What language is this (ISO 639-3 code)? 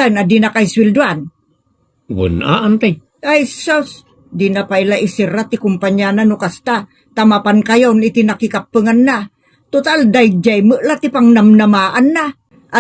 ilo